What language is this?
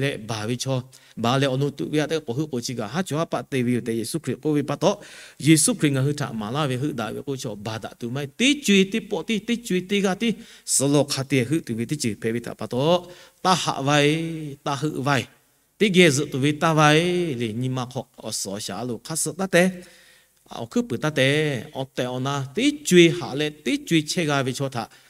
Lahu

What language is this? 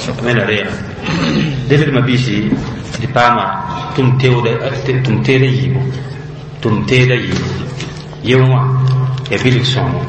Mossi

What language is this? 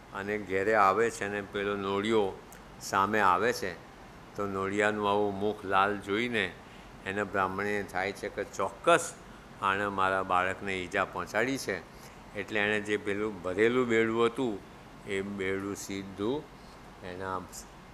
Gujarati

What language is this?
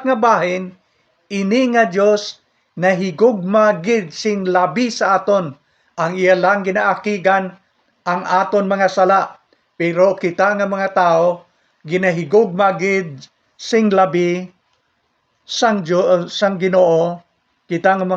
Hiligaynon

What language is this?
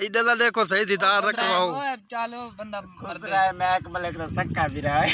Saraiki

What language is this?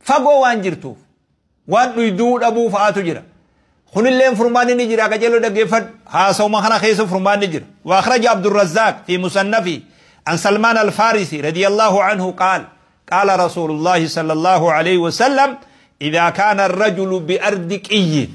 Oromo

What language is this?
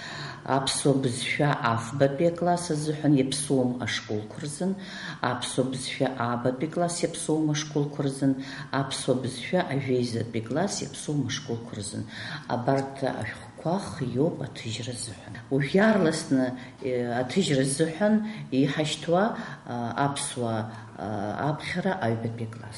Abkhazian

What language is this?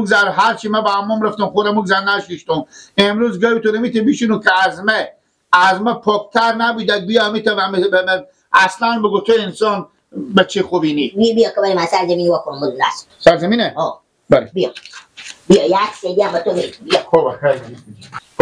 Persian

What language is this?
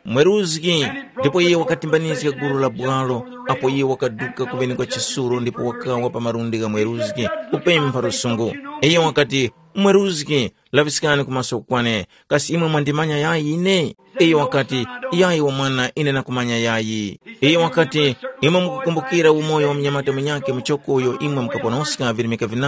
Tumbuka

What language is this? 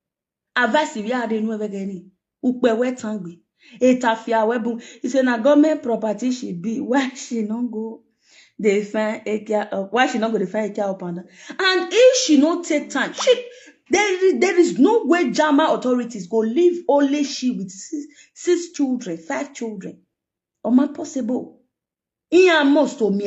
Nigerian Pidgin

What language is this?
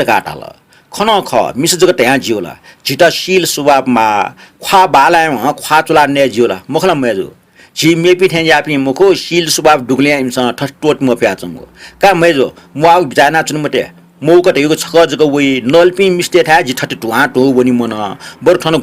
Newari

